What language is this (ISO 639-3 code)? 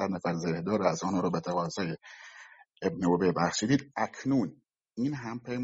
fas